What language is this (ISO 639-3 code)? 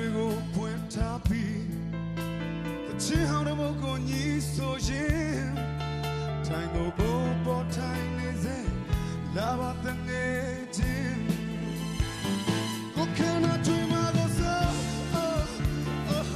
mya